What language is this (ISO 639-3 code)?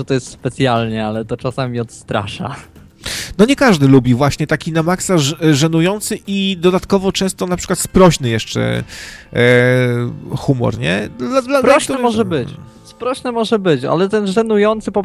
pol